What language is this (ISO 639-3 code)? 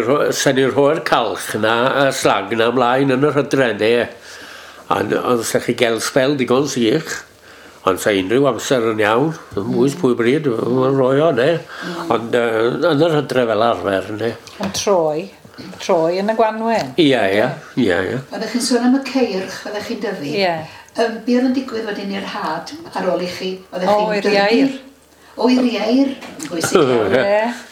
cym